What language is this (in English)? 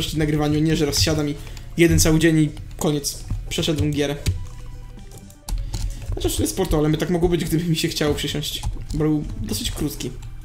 Polish